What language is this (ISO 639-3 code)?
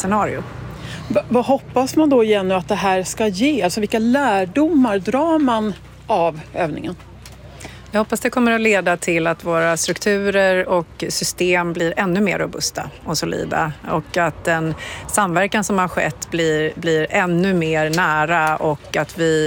swe